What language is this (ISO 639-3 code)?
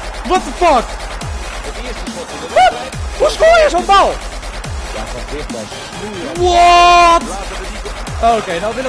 nld